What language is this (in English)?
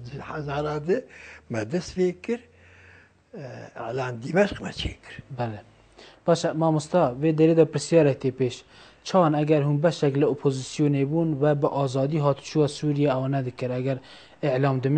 Kurdish